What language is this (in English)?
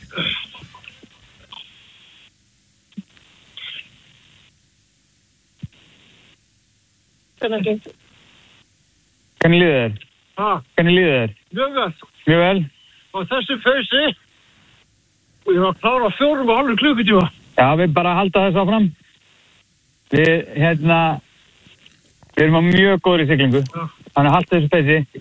Icelandic